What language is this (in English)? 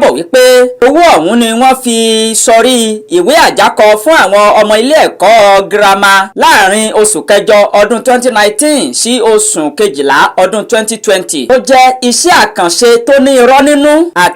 Yoruba